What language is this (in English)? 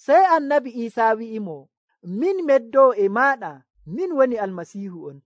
Nigerian Fulfulde